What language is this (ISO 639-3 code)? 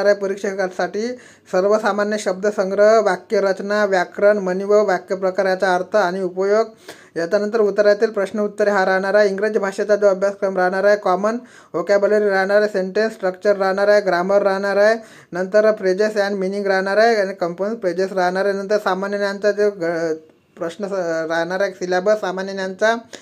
mar